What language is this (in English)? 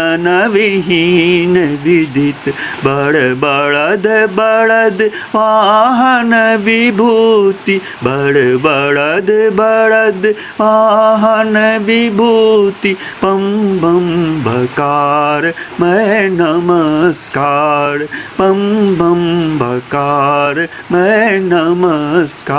Maithili